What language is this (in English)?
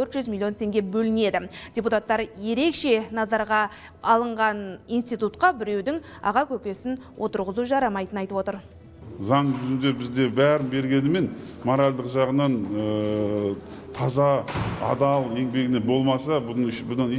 Kazakh